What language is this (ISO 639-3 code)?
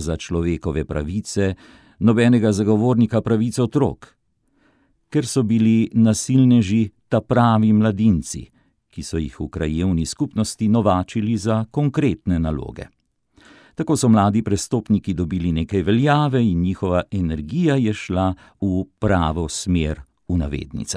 slv